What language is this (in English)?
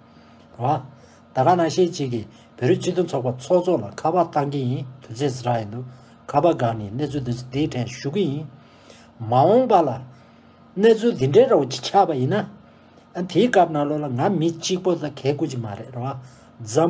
Tibetan